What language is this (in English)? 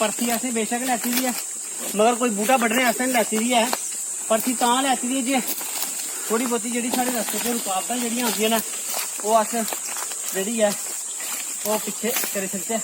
Dogri